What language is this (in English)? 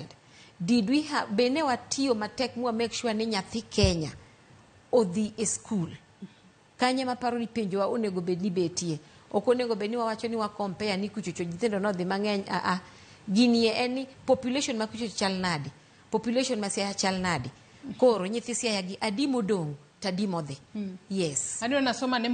Luo (Kenya and Tanzania)